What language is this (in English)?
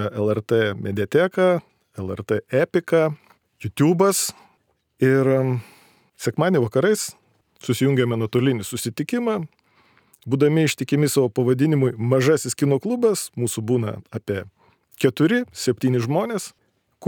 Lithuanian